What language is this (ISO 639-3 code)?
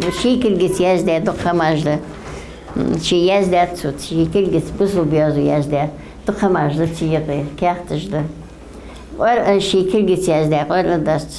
inh